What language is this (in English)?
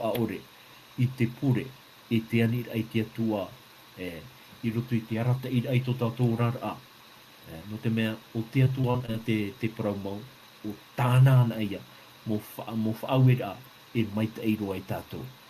Tahitian